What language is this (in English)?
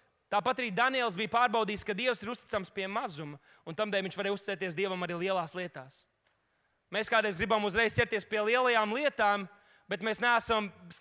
Latvian